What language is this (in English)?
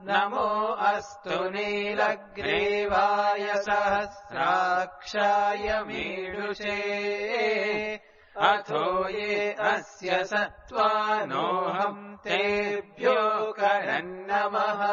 Sanskrit